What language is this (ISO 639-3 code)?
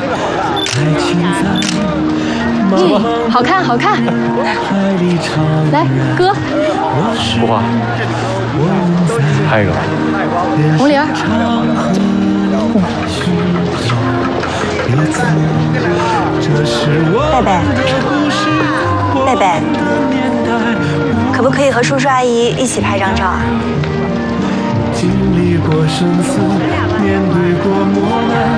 zho